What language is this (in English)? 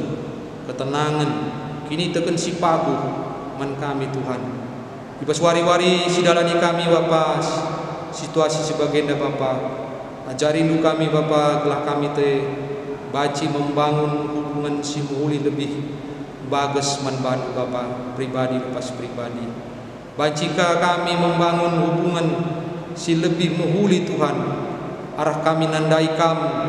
Batak Karo